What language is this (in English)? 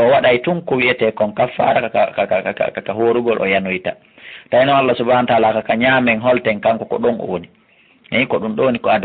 Fula